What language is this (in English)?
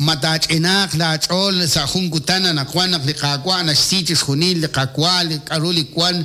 Kekchí